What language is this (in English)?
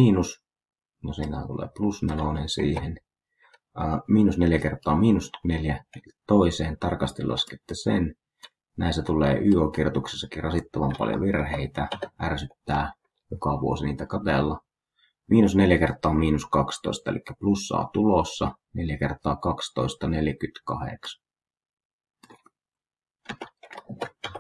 Finnish